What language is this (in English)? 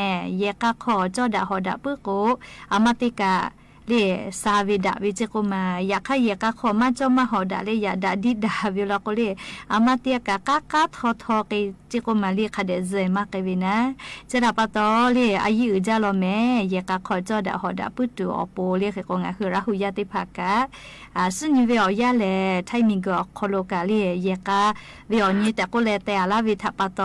Lahu